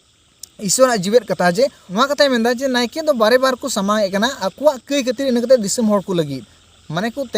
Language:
Santali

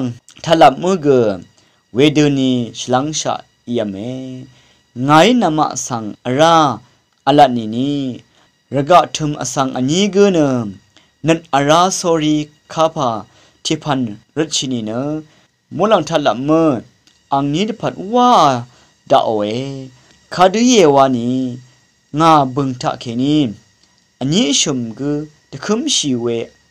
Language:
Rawang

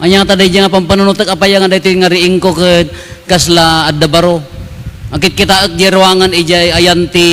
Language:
Iloko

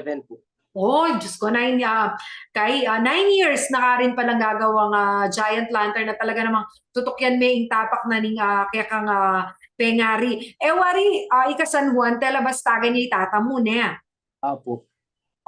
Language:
Pampanga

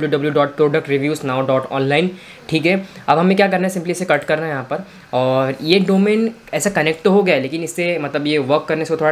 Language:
Hindi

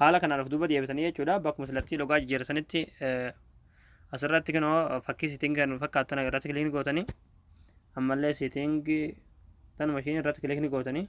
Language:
Oromo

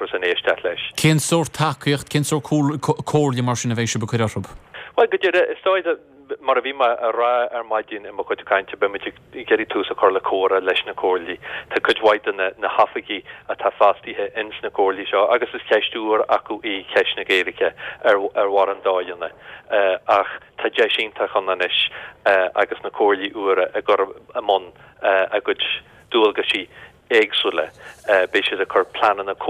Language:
Irish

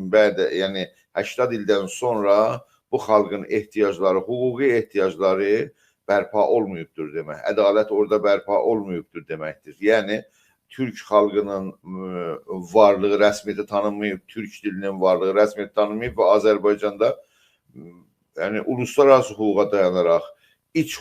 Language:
South Azerbaijani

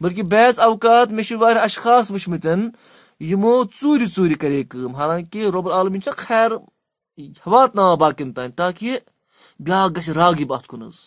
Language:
Kashmiri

